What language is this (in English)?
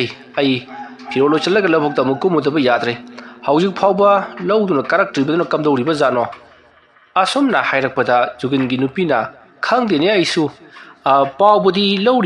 Manipuri